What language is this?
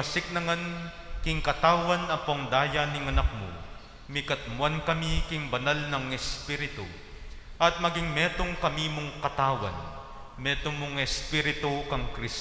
Pampanga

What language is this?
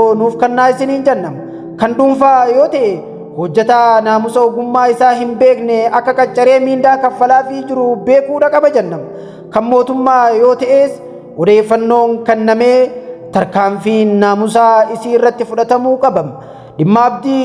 Oromo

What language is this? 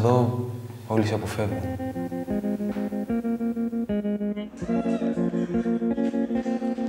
Greek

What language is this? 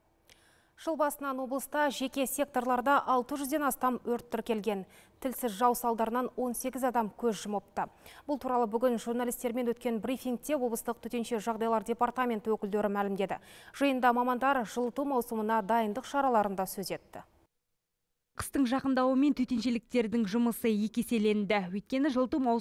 Kazakh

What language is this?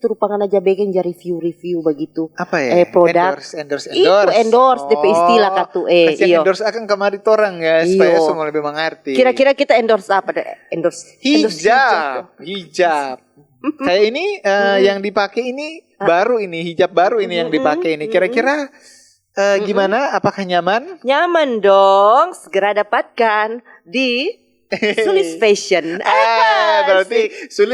Manado Malay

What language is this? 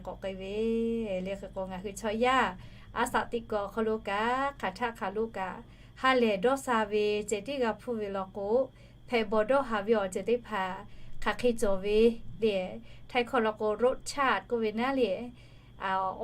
Lahu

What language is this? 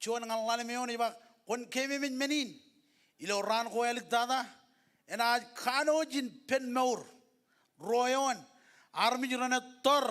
Marshallese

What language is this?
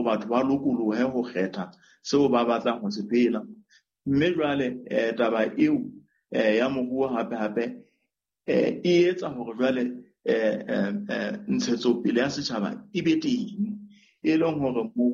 Southern Sotho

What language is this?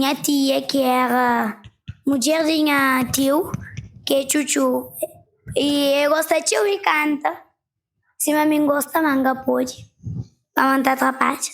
Kabuverdianu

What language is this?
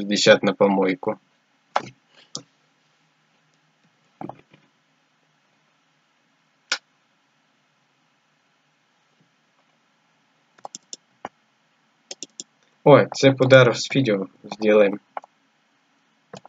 Russian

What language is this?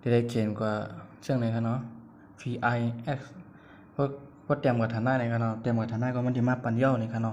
Shan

